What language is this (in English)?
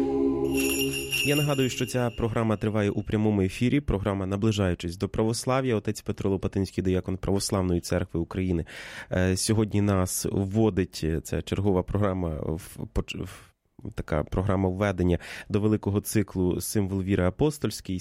Ukrainian